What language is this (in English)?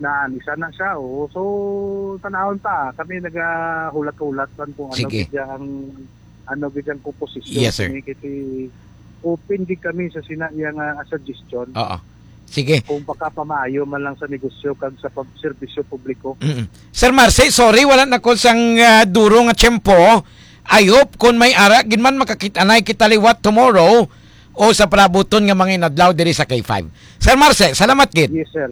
Hiligaynon